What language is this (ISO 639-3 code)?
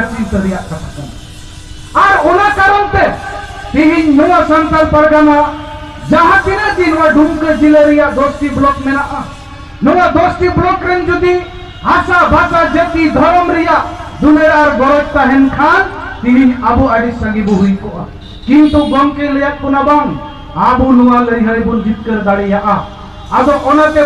sat